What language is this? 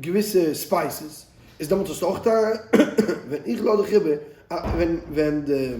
Yiddish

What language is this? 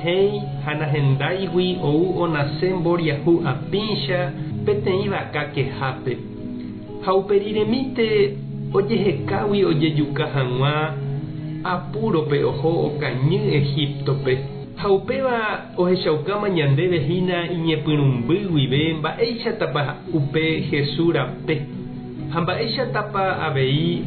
Guarani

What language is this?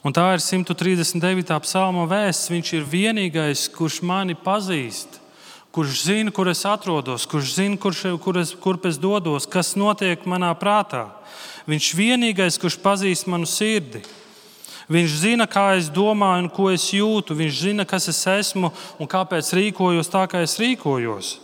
Latvian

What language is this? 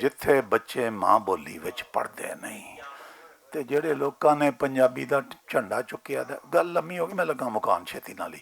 Western Panjabi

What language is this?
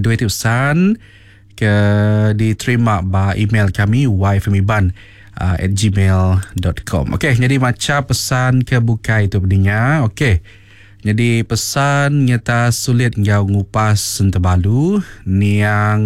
Iban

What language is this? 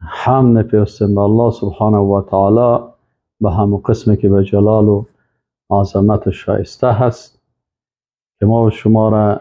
Persian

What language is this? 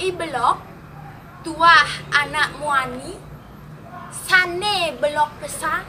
Balinese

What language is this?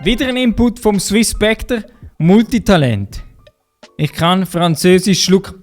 Swiss German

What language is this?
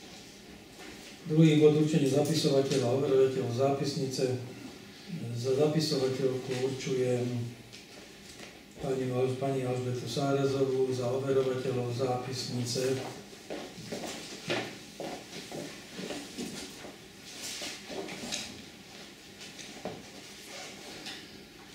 Slovak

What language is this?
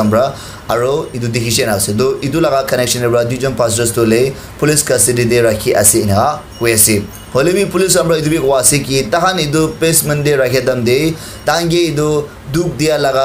Naga Pidgin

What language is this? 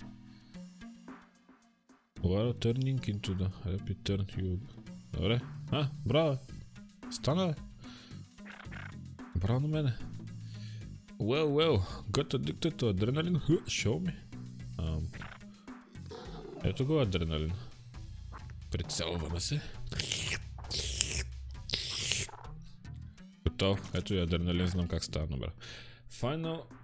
Bulgarian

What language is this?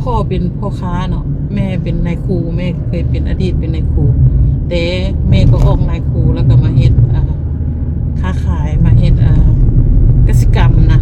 Lao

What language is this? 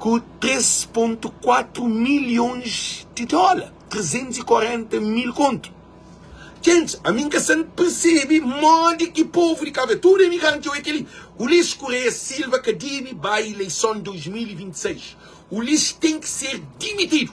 Kabuverdianu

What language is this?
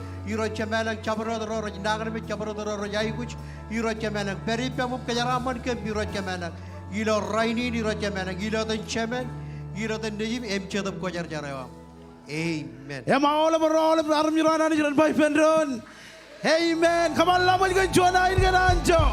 Marshallese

